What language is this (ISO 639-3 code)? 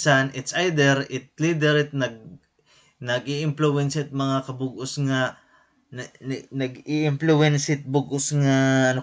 war